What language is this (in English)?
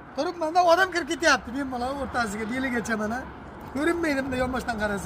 Uzbek